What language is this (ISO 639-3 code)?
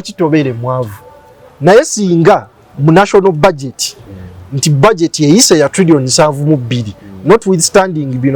lug